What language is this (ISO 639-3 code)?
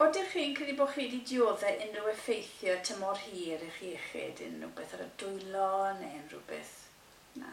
cym